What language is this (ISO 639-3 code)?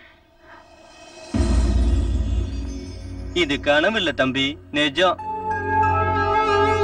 tam